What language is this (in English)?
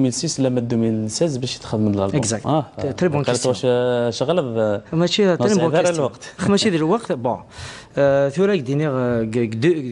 Kabyle